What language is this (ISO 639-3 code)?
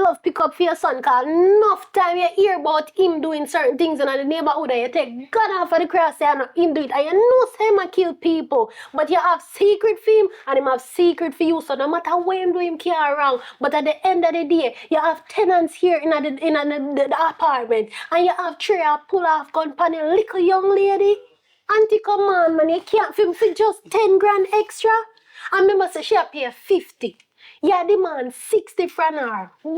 jam